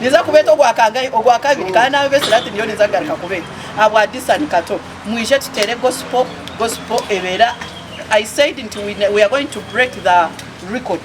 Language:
Nyankole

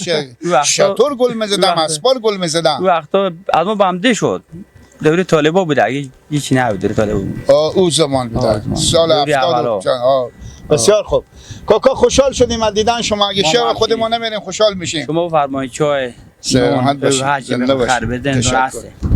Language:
Persian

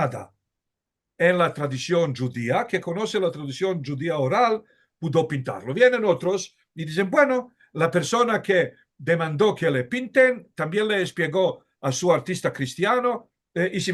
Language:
Ladino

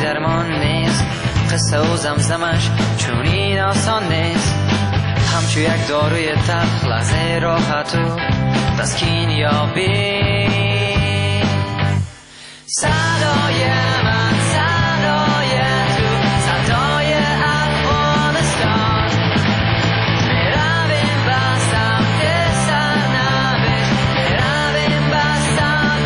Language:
Persian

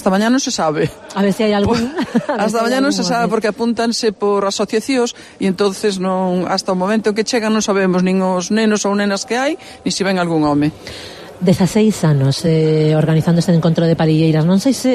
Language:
Galician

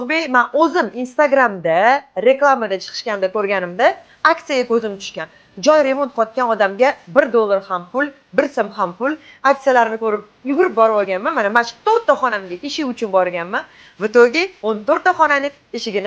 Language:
Uzbek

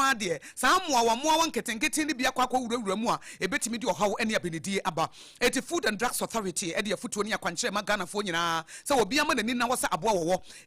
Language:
Akan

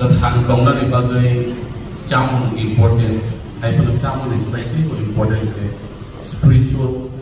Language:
Kok Borok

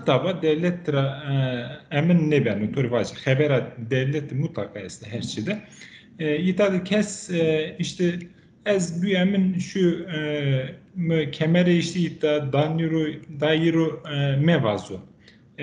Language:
Zaza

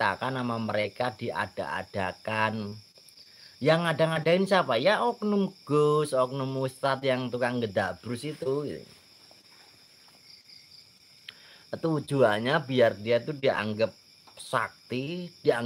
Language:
Indonesian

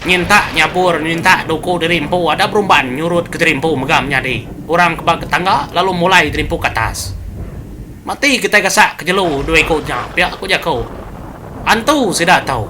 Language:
Iban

